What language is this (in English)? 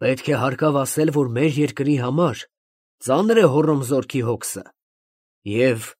Armenian